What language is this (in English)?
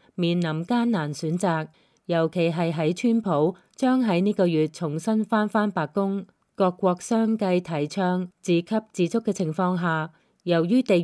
Cantonese